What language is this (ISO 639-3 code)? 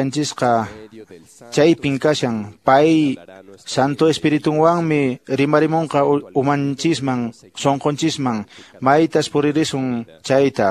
que